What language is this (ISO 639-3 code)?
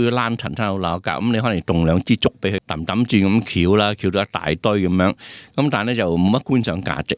yue